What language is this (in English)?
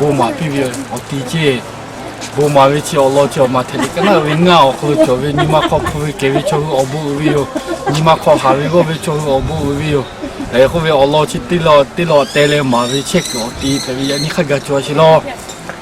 Lahu